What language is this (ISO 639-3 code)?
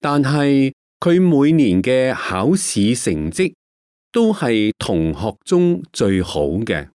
yue